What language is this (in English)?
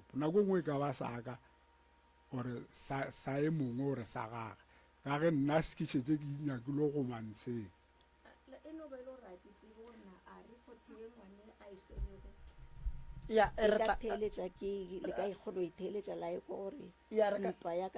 Northern Sotho